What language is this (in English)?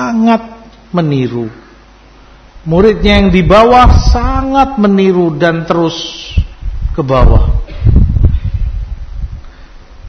Indonesian